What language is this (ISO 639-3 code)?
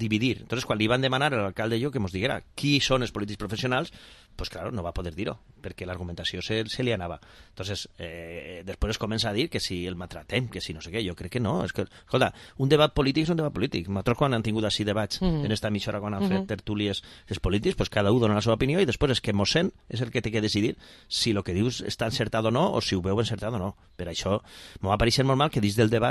cat